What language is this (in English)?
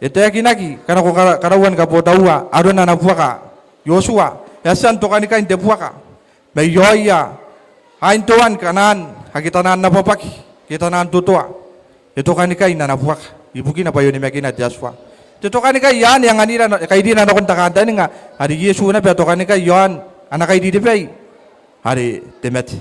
Gilbertese